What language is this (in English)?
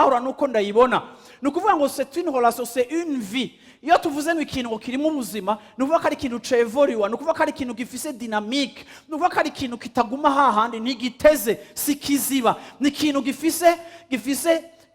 Rundi